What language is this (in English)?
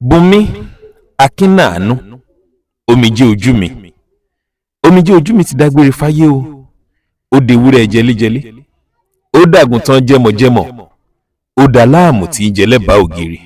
Yoruba